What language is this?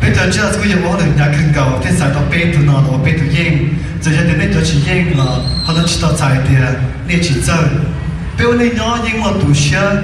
Hmong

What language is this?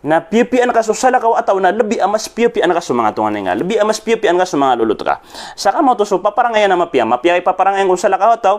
Maranao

